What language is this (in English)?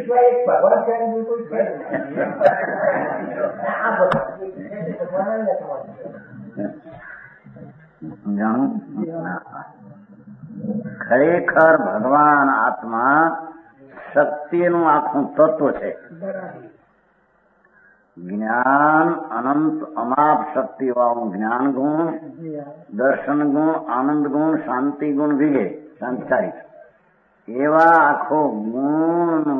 Gujarati